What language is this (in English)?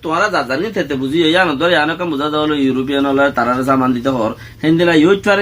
Rohingya